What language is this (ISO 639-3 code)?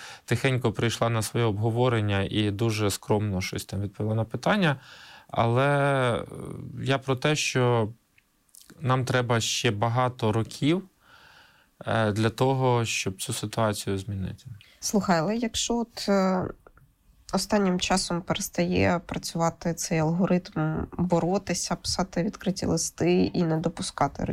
ukr